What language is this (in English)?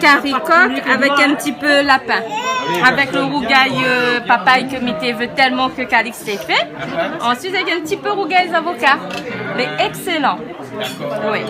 Réunion Creole French